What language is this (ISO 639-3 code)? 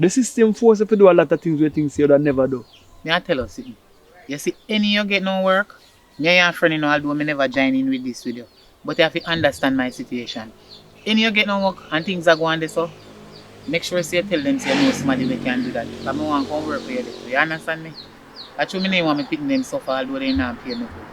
jam